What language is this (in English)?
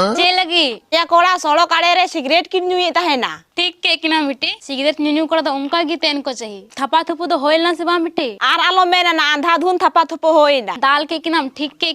Santali